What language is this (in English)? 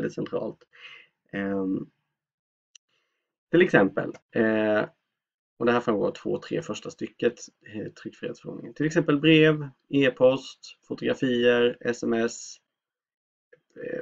Swedish